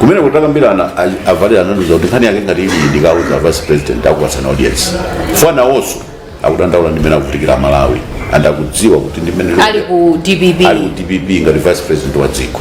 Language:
Nyanja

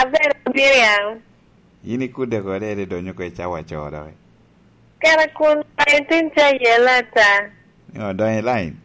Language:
Lango (Uganda)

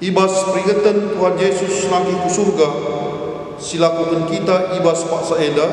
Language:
Batak Karo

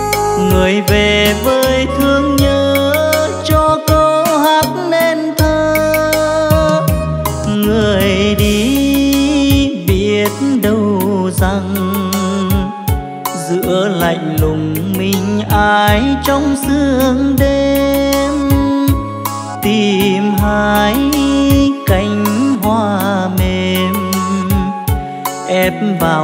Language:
Vietnamese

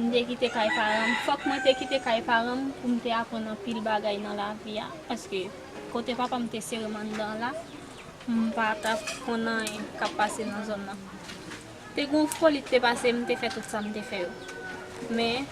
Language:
Haitian Creole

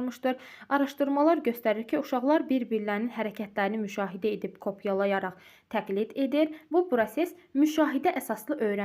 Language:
Azerbaijani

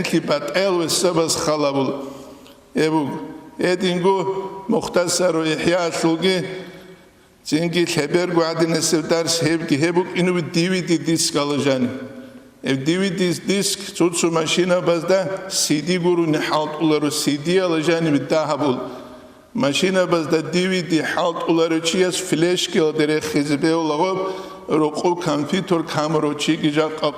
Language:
Avaric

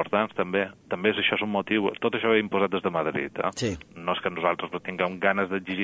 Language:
Catalan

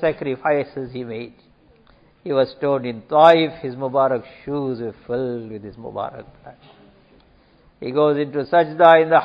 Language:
English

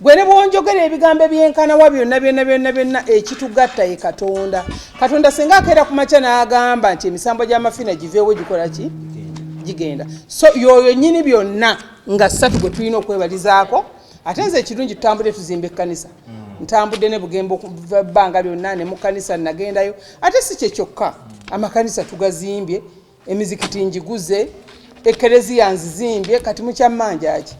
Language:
Ganda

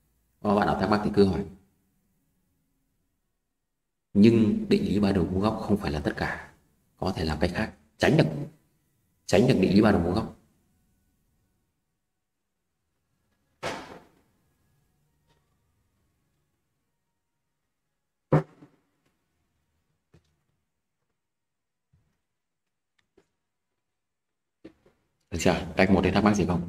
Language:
Vietnamese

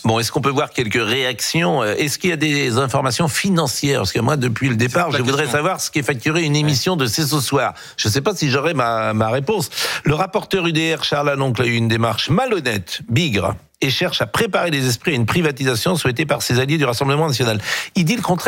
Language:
French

